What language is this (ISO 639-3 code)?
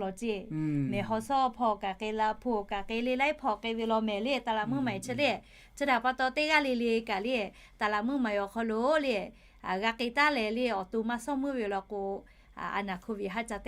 lhu